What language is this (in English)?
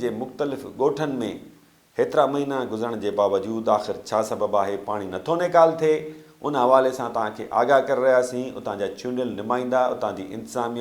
Sindhi